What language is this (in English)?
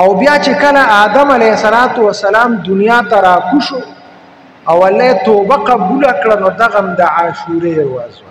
Pashto